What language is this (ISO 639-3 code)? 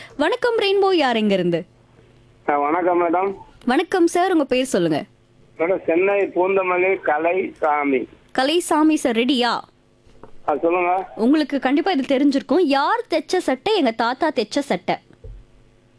tam